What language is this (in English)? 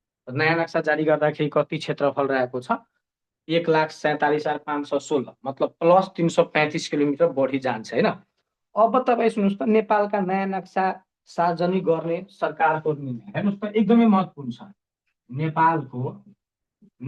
Nepali